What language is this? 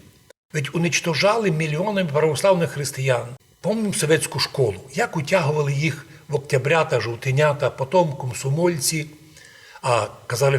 Rusyn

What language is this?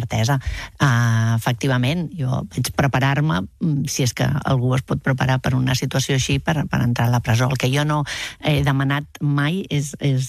Catalan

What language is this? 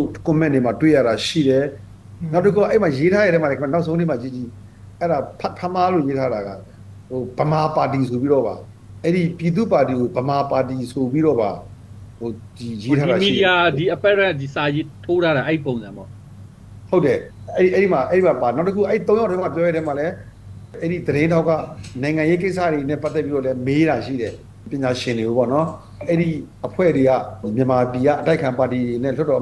Burmese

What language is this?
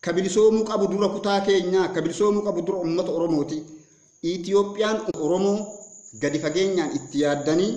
Oromo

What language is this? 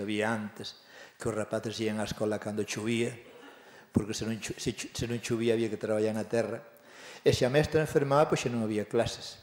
Galician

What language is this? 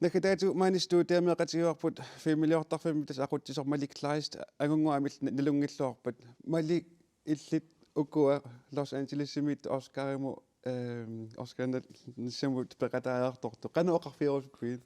Kalaallisut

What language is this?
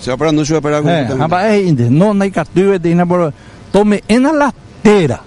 Guarani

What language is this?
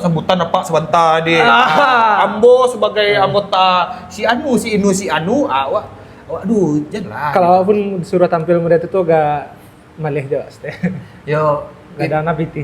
Minangkabau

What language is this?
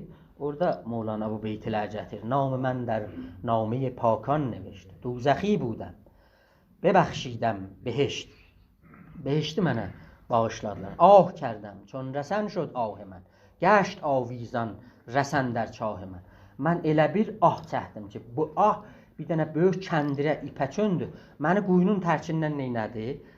South Azerbaijani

